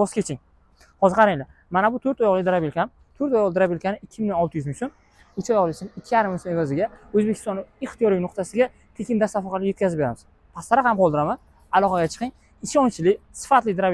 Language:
Uzbek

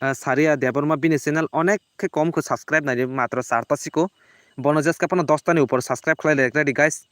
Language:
Kok Borok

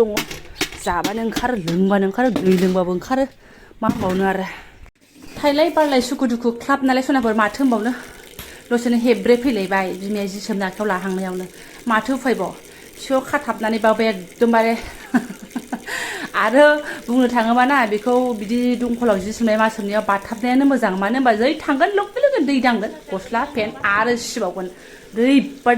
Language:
Bodo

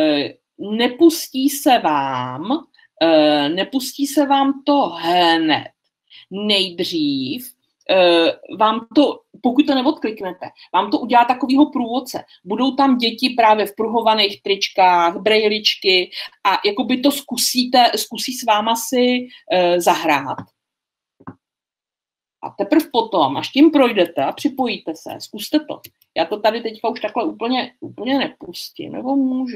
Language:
Czech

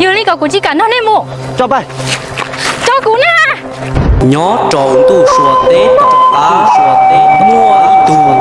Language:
Hmong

